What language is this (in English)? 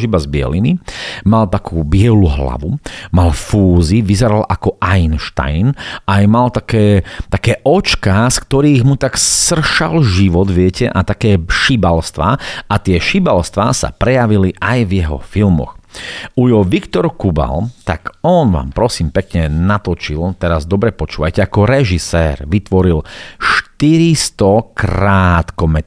Slovak